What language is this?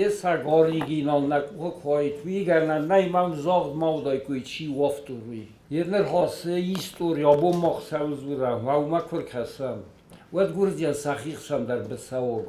Ossetic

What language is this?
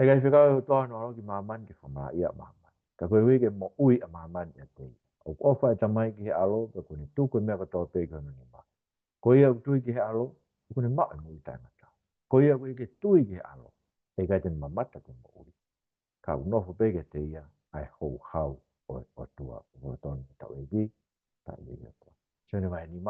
Tongan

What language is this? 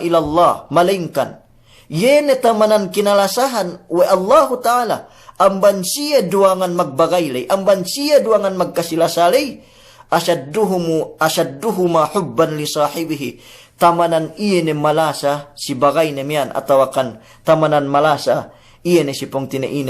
Yakan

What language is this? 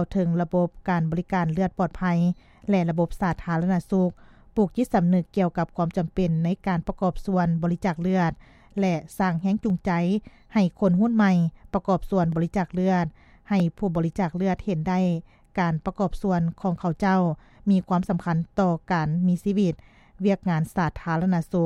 Lao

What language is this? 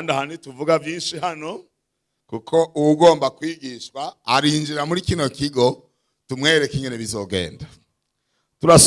Rundi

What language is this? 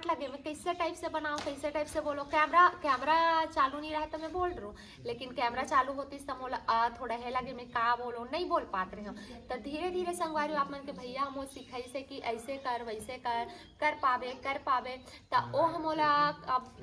Chhattisgarhi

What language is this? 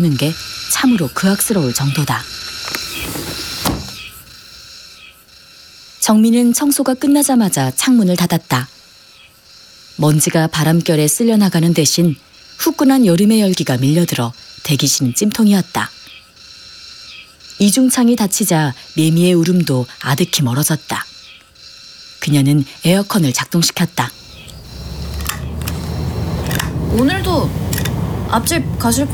Korean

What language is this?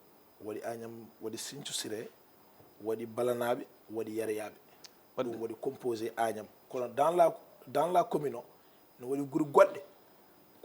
Fula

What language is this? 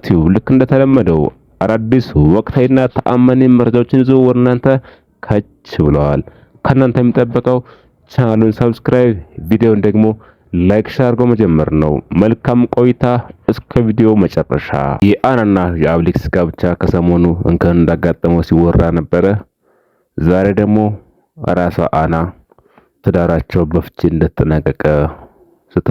Amharic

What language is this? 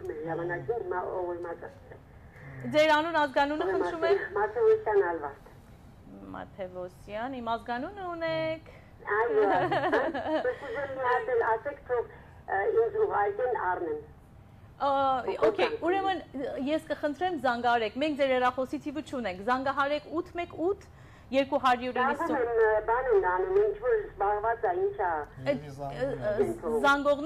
Armenian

